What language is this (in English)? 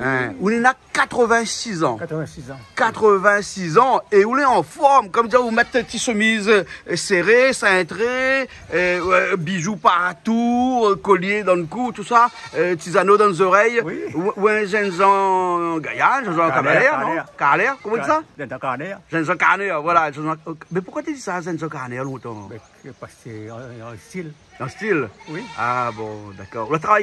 Réunion Creole French